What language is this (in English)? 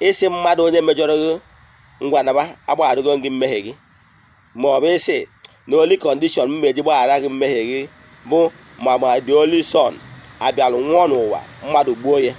Igbo